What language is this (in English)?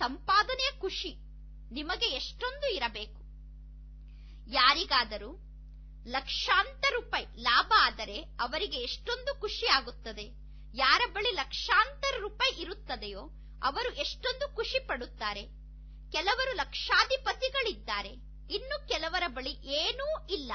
Kannada